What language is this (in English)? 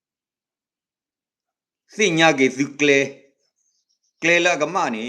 S'gaw Karen